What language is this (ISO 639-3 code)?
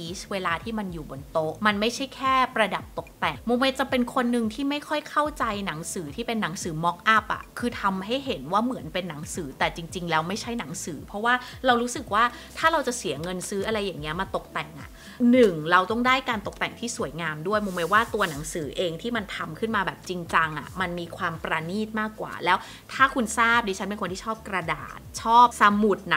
tha